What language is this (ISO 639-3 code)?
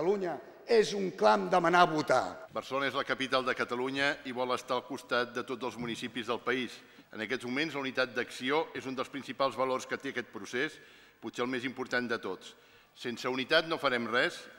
cat